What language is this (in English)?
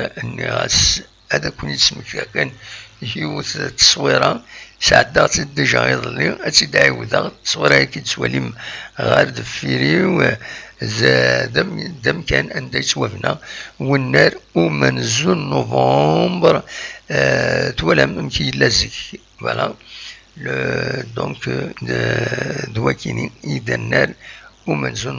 Kabyle